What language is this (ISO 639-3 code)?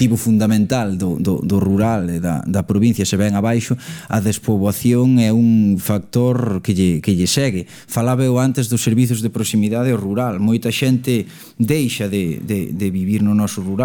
glg